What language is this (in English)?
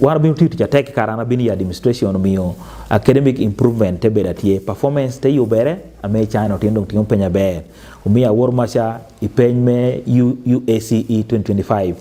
Acoli